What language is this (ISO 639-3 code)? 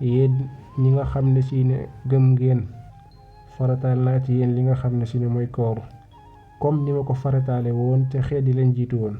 wol